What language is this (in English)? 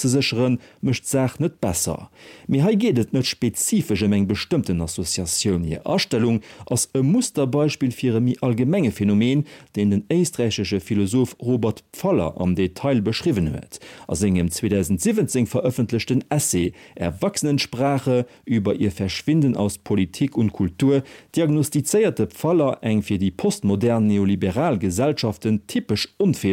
Luxembourgish